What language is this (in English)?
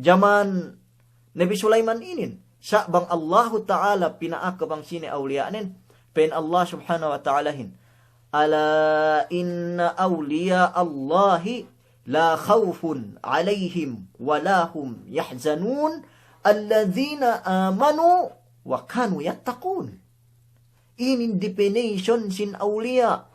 Yakan